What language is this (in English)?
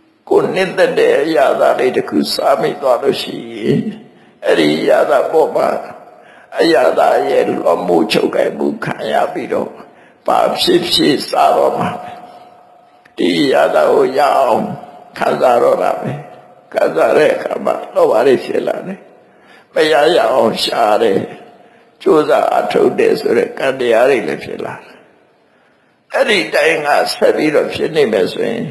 Burmese